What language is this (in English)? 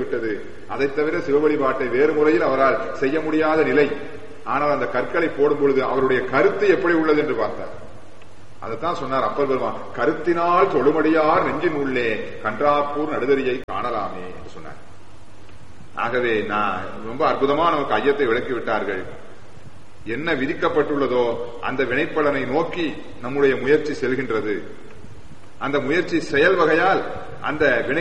Tamil